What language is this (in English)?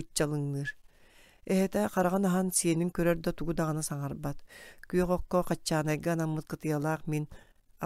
Yakut